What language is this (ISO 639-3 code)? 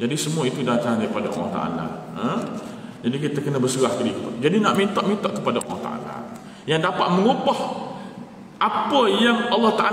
msa